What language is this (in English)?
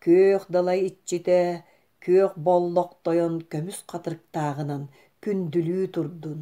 Yakut